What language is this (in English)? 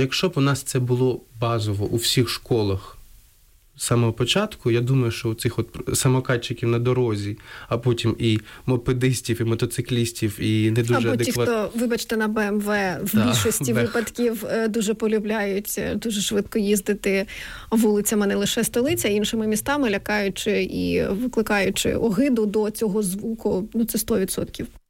Ukrainian